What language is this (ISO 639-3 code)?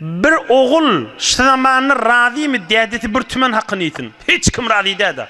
tuk